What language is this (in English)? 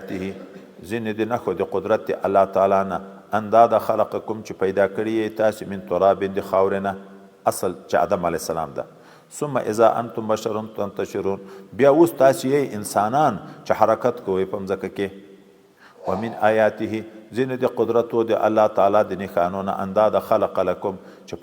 Pashto